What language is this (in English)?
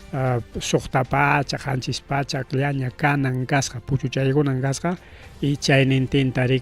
Ayacucho Quechua